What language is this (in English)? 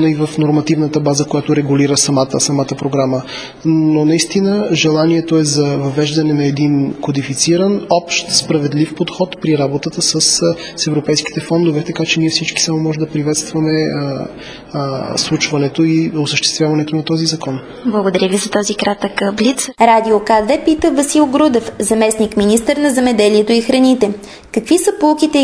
Bulgarian